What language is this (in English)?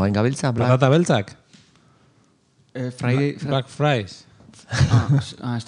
Basque